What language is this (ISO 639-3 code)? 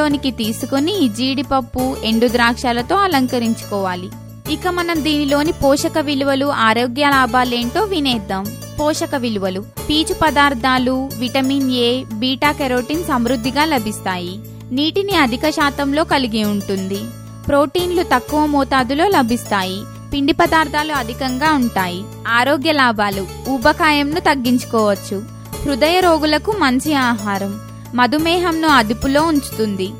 tel